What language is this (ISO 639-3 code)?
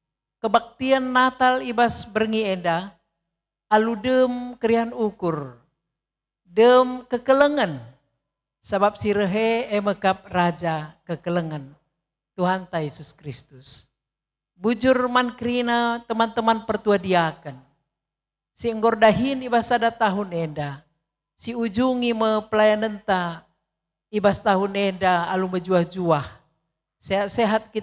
btx